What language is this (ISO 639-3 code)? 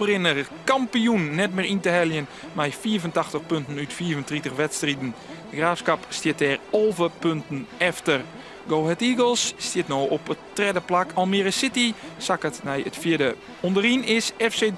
fry